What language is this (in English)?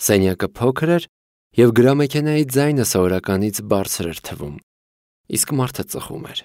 Armenian